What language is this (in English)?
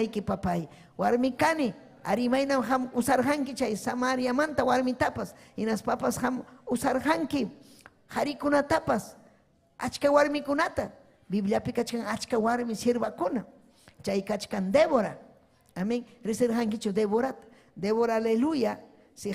Ayacucho Quechua